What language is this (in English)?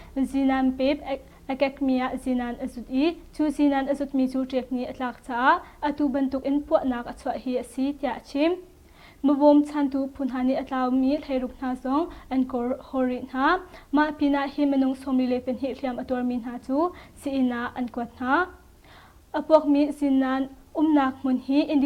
Hakha Chin